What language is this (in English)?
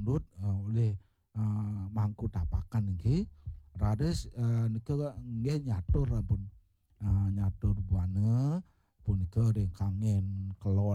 Balinese